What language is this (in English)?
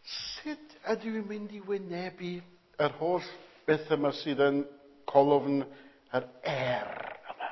Welsh